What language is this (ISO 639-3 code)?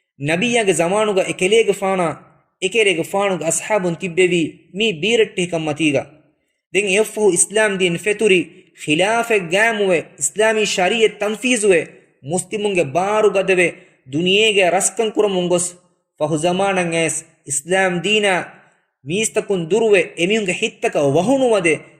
div